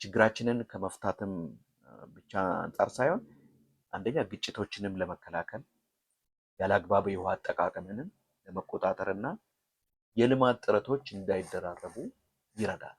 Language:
Amharic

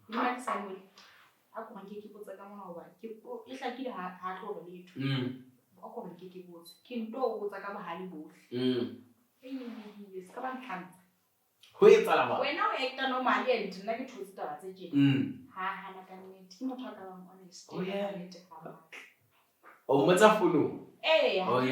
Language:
Southern Sotho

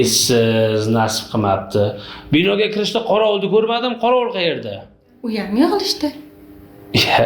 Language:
Uzbek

